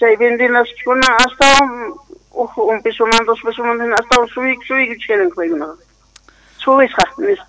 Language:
South Bolivian Quechua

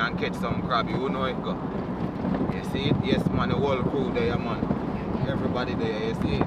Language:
Jamaican Creole English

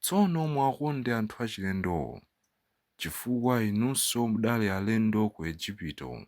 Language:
Nyanja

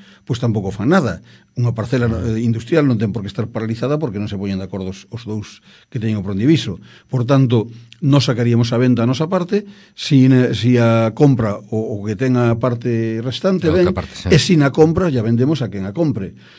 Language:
Galician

